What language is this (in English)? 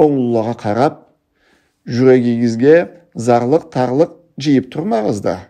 Karachay-Balkar